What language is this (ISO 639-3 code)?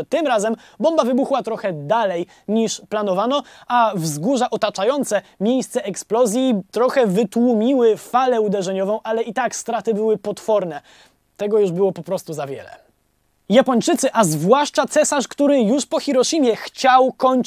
pol